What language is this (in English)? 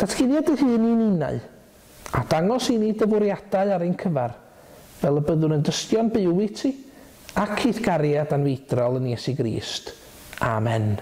Welsh